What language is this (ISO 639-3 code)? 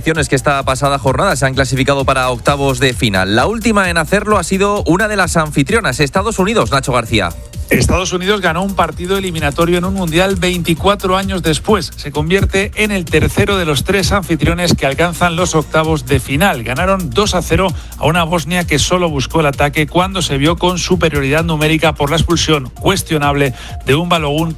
spa